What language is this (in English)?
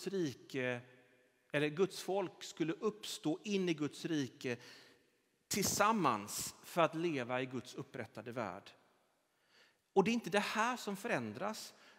Swedish